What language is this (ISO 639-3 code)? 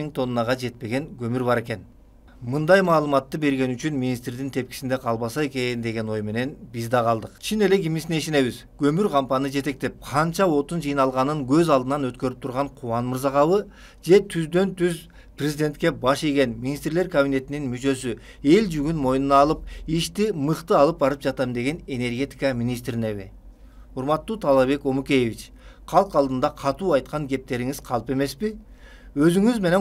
kir